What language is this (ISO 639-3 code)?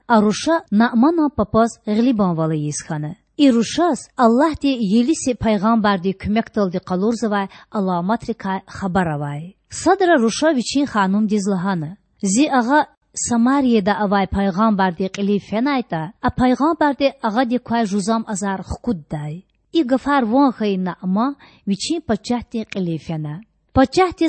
lez